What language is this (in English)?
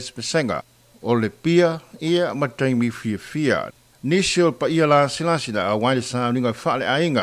Samoan